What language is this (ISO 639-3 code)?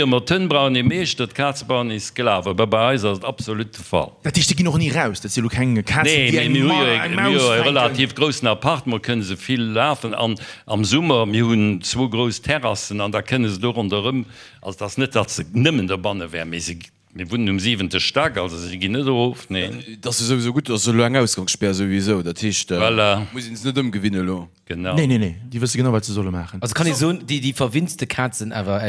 ltz